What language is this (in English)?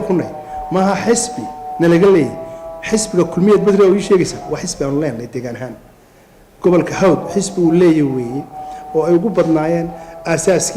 Somali